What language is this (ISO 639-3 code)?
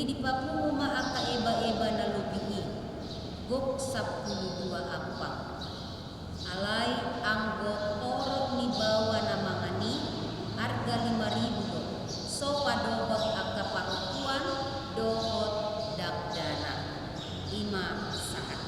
bbc